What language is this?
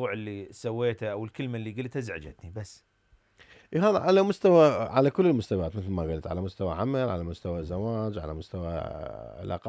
Mesopotamian Arabic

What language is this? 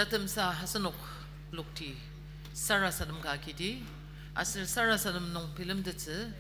Ao Naga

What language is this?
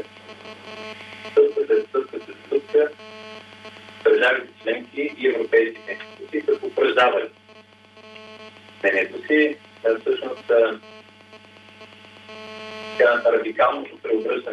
Bulgarian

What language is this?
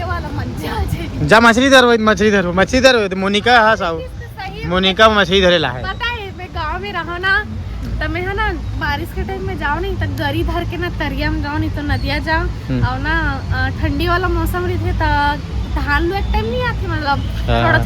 Chhattisgarhi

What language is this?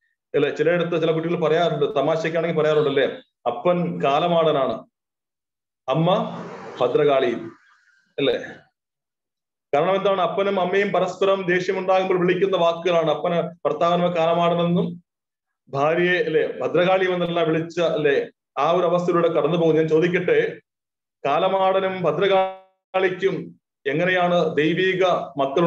Malayalam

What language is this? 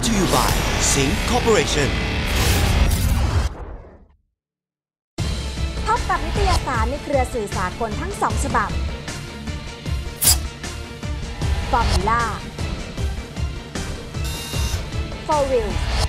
Thai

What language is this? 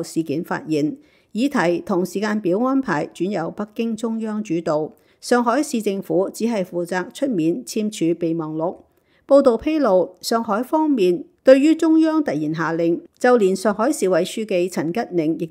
Cantonese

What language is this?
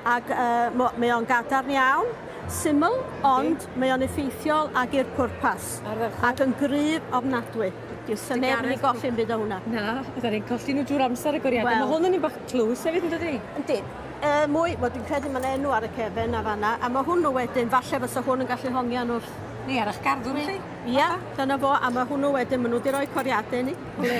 Welsh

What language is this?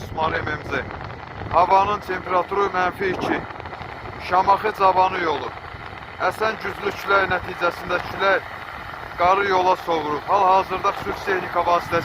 Azerbaijani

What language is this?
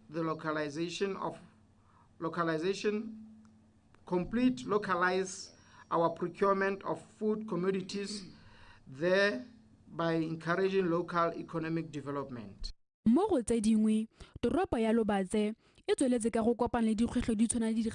Tswana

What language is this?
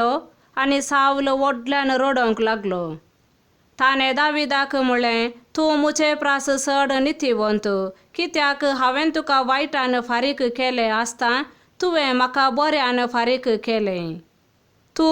Konkani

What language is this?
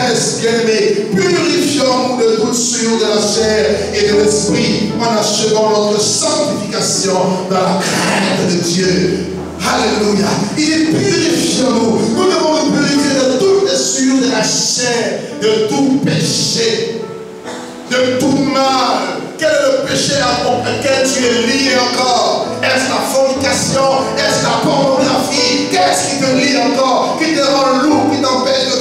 French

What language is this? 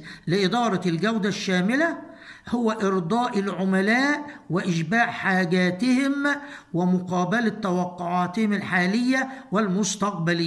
Egyptian Arabic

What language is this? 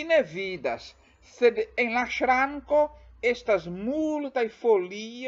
Esperanto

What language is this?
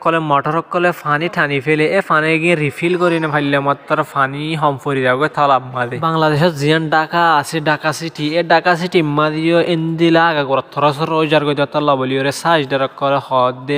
Rohingya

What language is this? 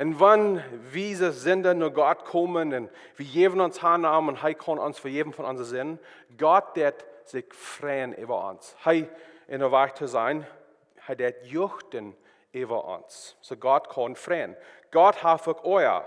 Plautdietsch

